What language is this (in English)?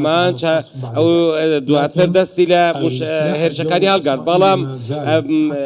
Central Kurdish